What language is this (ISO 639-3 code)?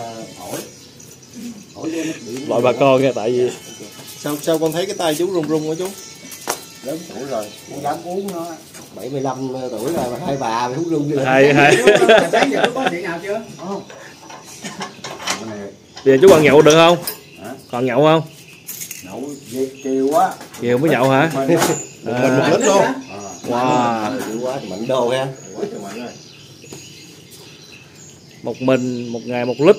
vie